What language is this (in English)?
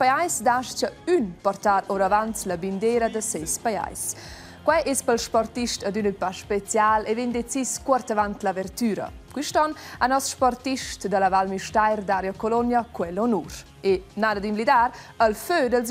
Romansh